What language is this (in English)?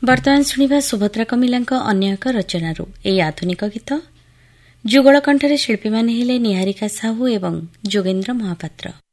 Odia